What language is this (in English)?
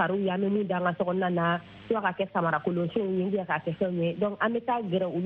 Bambara